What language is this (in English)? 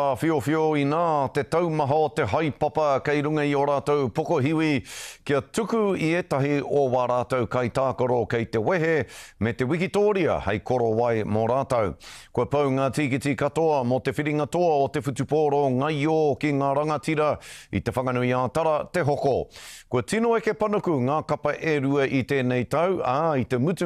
Māori